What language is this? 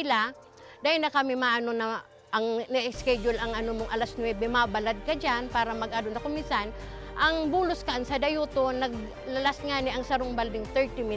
Bikol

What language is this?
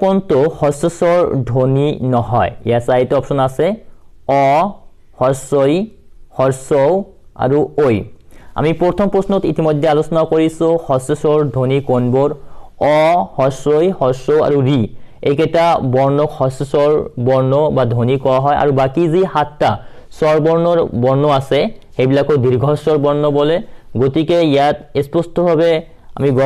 Assamese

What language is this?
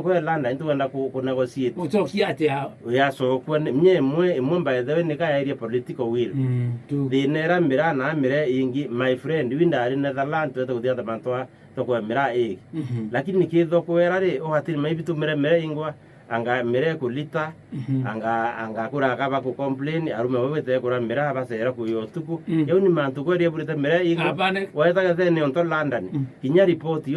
Meru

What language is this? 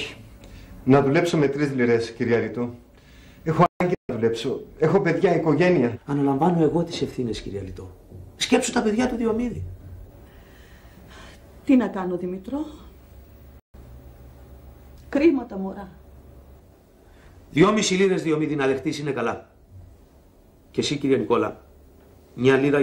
Greek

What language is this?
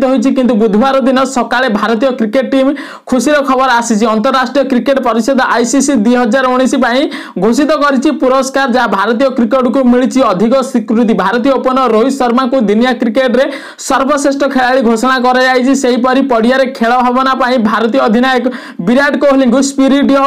Odia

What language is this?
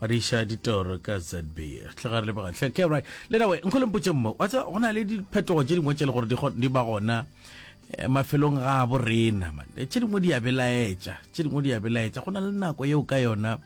Northern Sotho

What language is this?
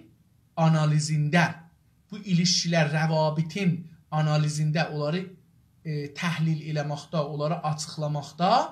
South Azerbaijani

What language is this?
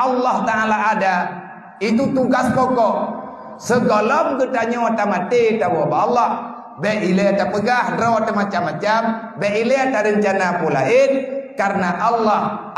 Achinese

